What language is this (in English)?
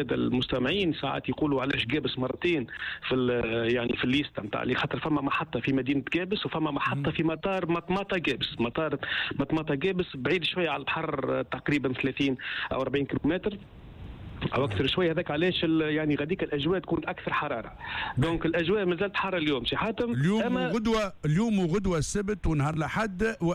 Tunisian Arabic